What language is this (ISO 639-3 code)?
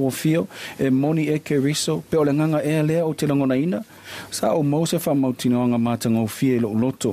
smo